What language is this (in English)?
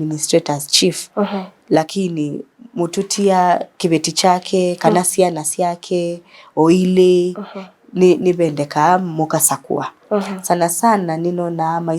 Kamba